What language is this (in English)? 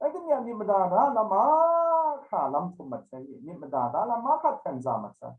Kachin